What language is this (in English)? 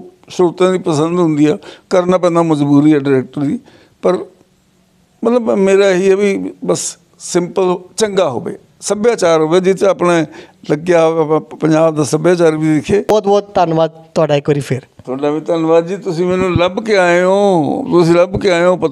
Punjabi